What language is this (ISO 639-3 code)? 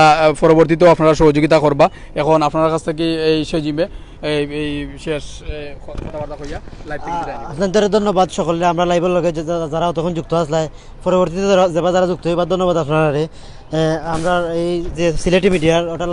syl